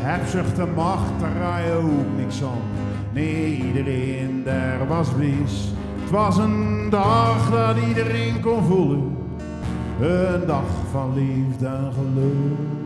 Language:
Zeelandic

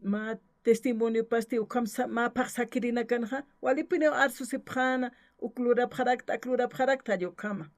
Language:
Aymara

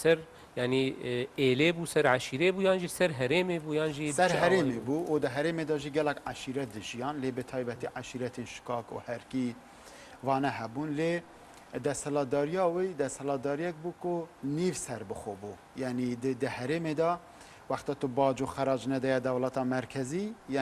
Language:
Kurdish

